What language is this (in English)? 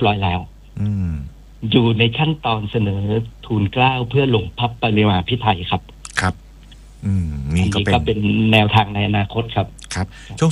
Thai